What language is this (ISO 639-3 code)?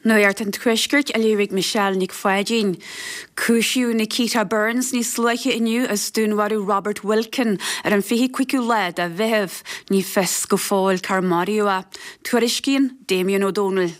gle